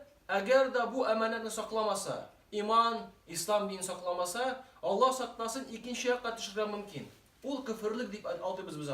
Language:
Tatar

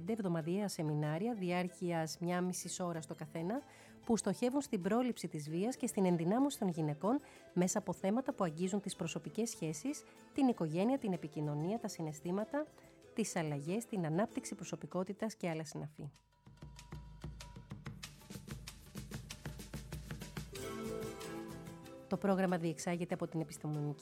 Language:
Greek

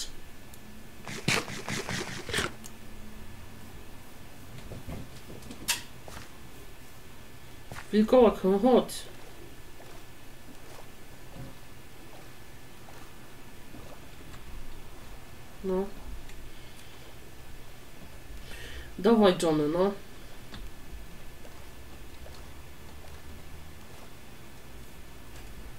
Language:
Polish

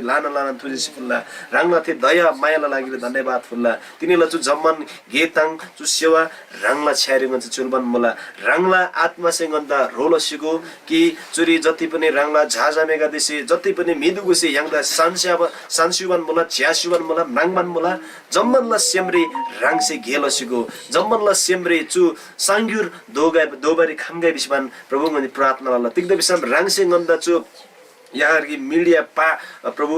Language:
Eastern Tamang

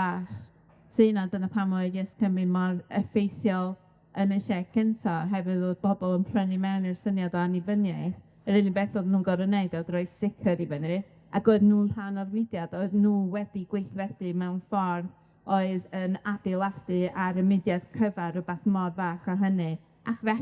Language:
Welsh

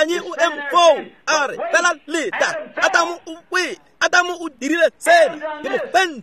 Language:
Tswana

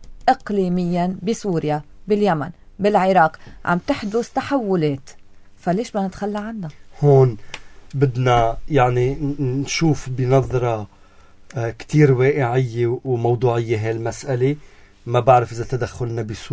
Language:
North Levantine Arabic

